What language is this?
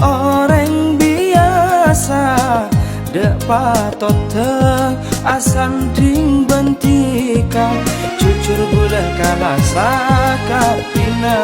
Madurese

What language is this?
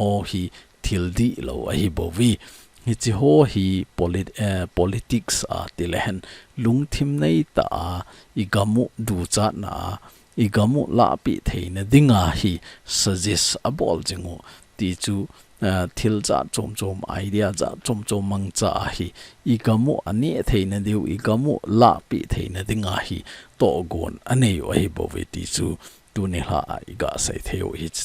Thado Chin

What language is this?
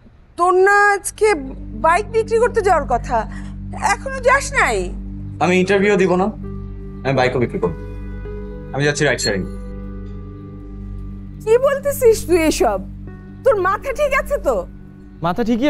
Bangla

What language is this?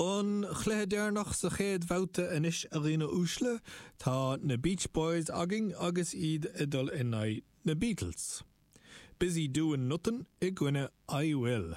Irish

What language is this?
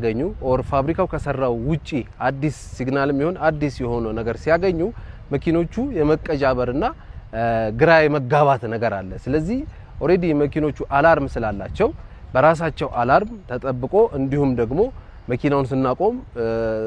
Amharic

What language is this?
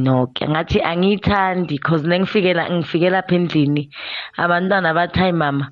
South Ndebele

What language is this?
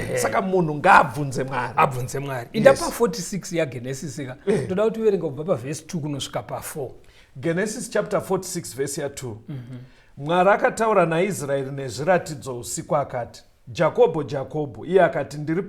Shona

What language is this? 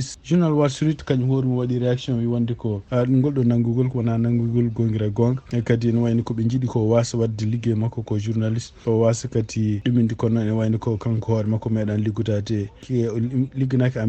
Fula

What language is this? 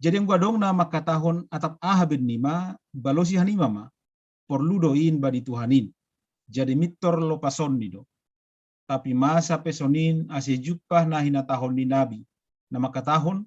Batak Simalungun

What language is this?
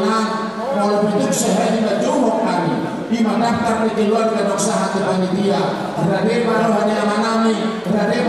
Batak Toba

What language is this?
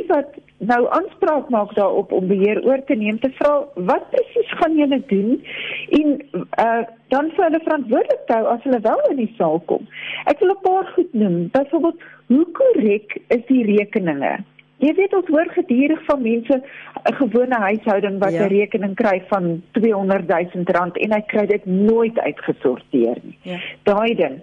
Afrikaans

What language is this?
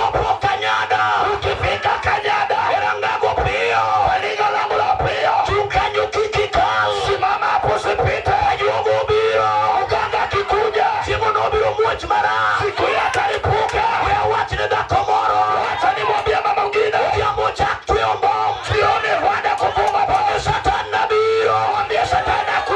Luo (Kenya and Tanzania)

